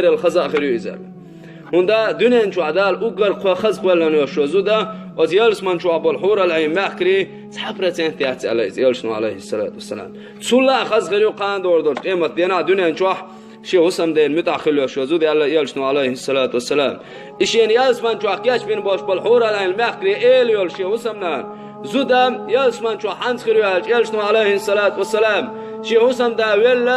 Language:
Chechen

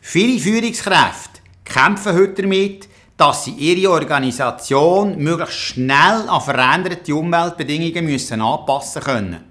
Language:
Swiss German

